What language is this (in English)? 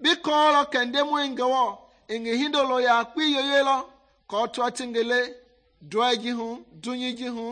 Mende